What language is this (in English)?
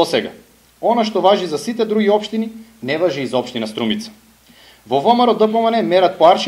Macedonian